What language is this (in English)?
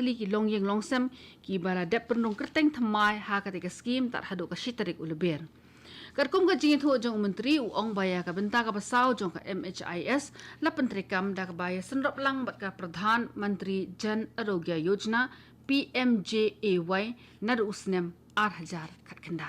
Khasi